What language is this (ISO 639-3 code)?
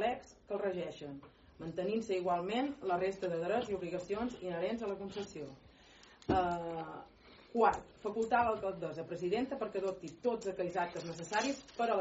cat